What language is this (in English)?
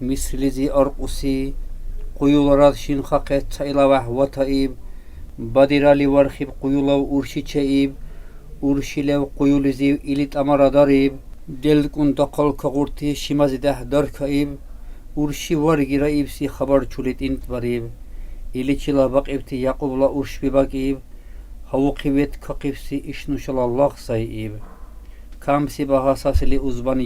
Dargwa